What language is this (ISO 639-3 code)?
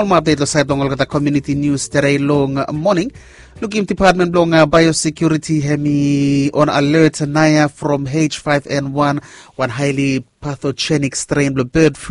bis